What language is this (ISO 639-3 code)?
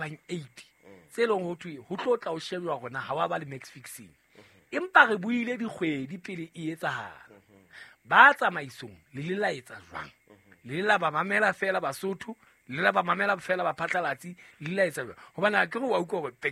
sot